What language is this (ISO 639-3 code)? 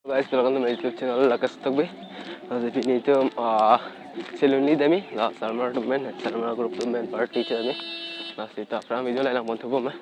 mjw